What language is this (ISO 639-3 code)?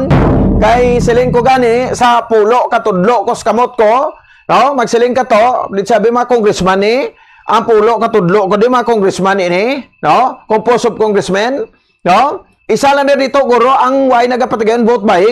hil